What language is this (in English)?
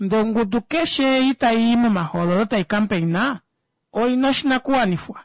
Kuanyama